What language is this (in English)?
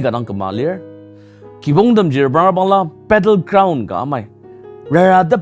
Ao Naga